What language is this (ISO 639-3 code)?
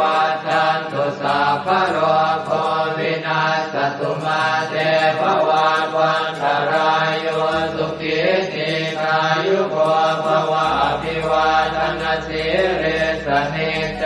pli